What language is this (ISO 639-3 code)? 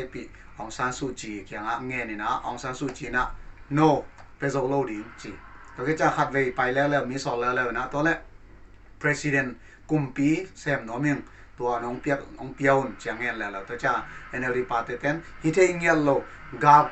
pck